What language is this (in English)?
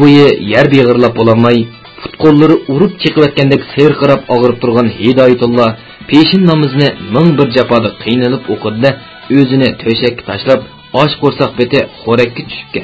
Uyghur